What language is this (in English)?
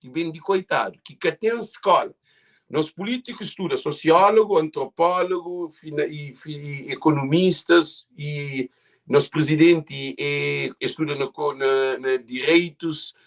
Kabuverdianu